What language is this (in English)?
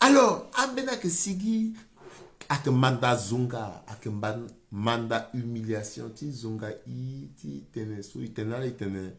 Sango